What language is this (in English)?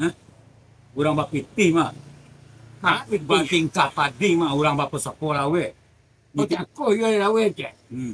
Minangkabau